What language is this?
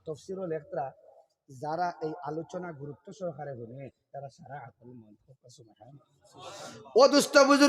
Sylheti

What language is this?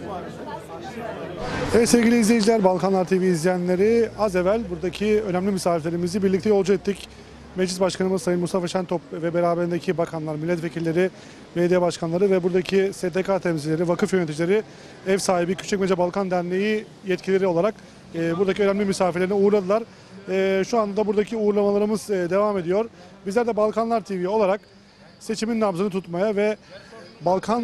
Turkish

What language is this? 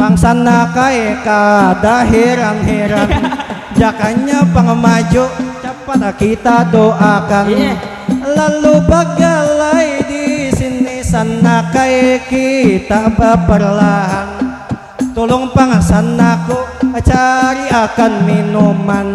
Banjar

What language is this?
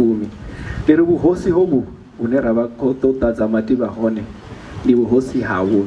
Venda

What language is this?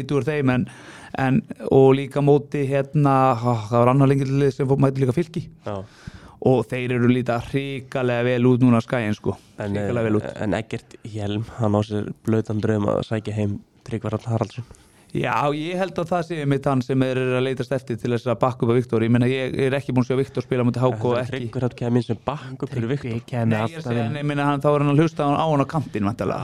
Icelandic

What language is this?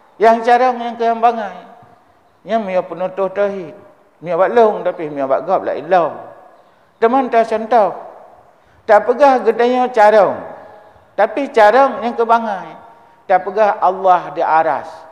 Achinese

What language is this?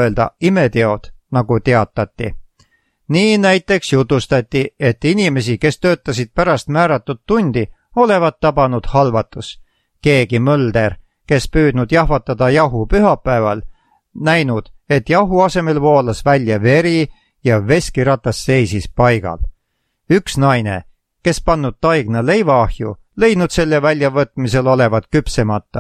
Estonian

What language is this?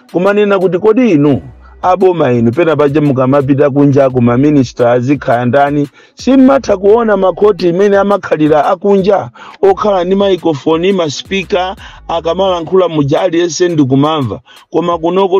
Nyanja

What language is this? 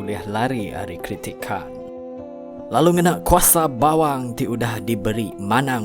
Iban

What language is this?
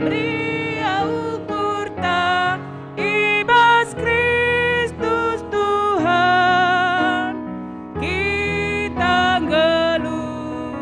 Batak Karo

